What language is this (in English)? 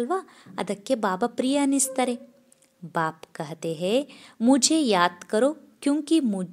Kannada